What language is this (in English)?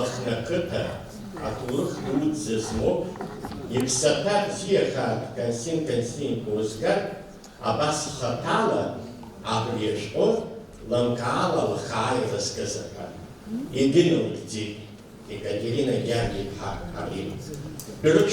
Abkhazian